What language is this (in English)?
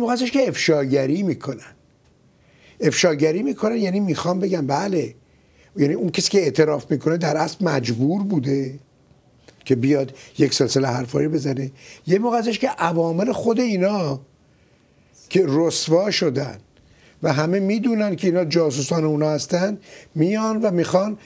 Persian